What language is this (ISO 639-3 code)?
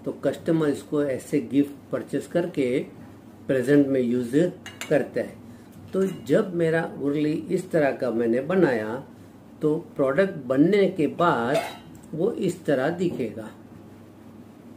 hin